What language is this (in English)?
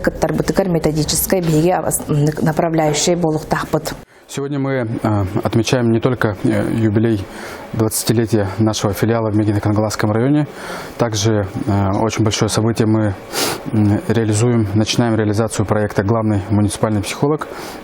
Yakut